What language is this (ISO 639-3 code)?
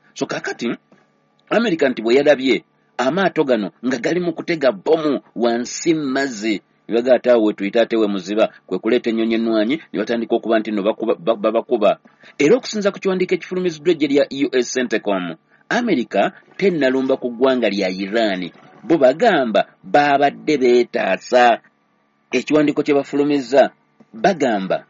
lug